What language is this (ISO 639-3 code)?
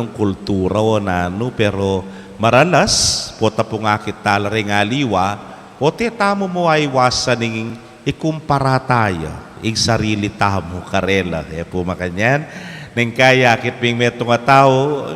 pam